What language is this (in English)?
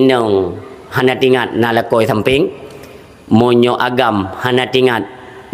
Achinese